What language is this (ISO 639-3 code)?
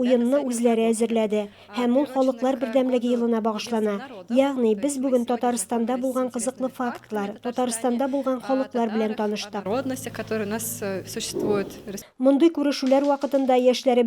tat